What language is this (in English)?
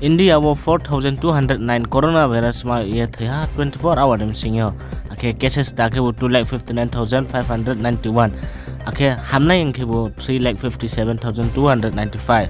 Riang (India)